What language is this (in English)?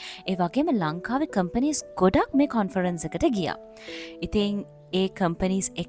Sinhala